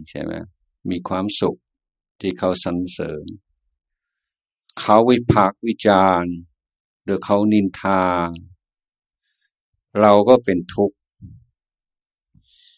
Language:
Thai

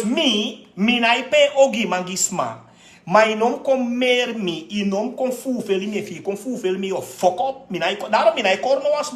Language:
Sranan Tongo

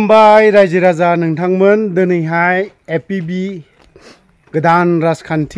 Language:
Bodo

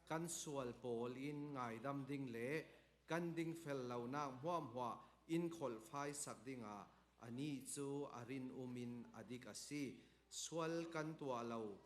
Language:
Falam Chin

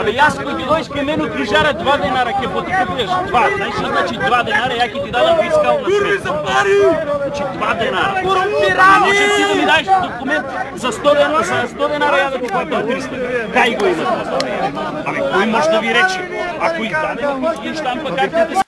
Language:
Macedonian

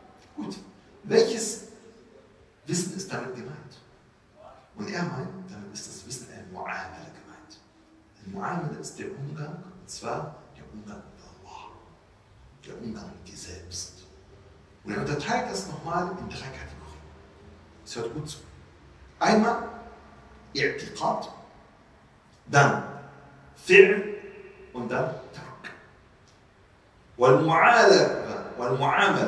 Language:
German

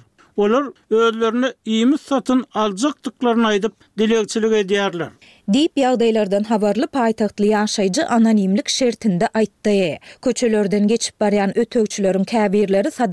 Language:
Turkmen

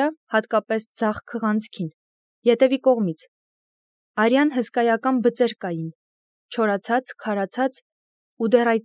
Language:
Armenian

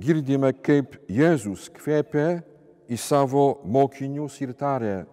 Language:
Lithuanian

